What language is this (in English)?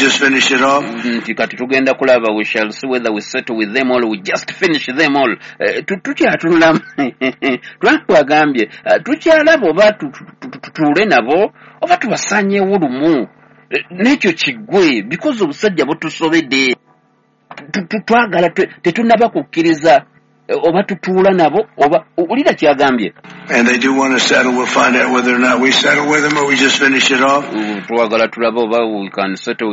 Ganda